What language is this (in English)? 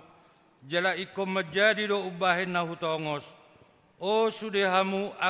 Batak Toba